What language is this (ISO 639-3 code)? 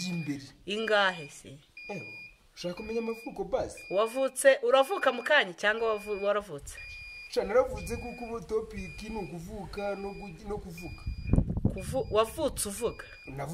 kin